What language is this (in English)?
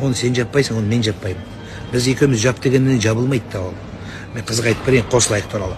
Kazakh